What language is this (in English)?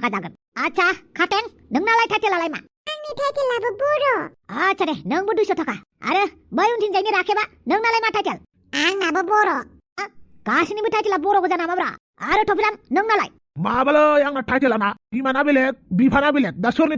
Bodo